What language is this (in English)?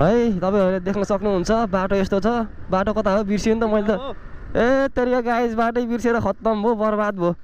Nepali